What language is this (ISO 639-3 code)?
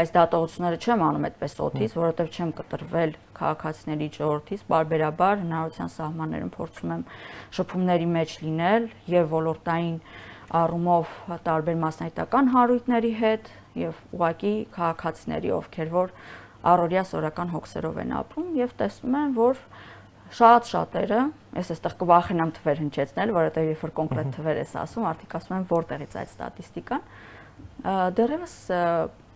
hye